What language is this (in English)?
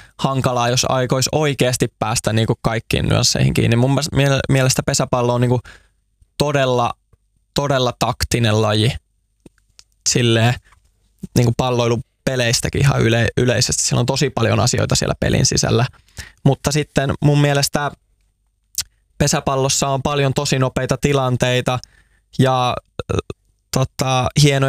Finnish